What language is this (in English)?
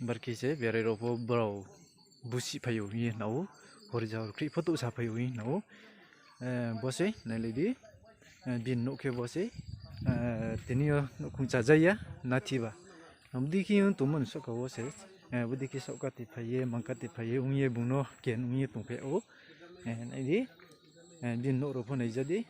Riang (India)